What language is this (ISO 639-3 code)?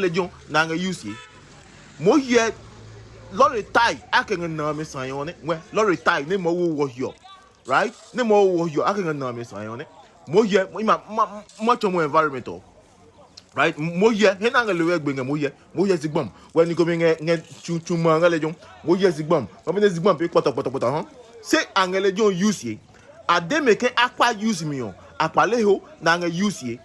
ada